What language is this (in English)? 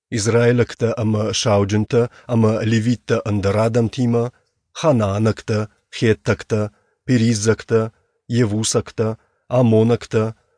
Ossetic